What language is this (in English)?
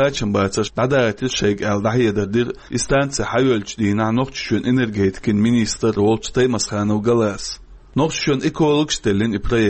Chechen